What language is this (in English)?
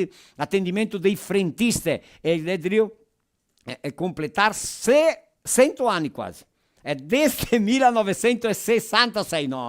Venetian